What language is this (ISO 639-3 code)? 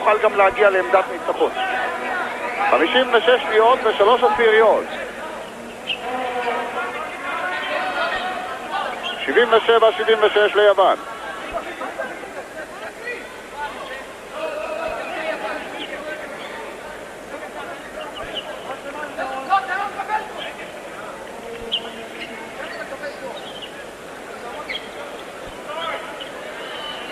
heb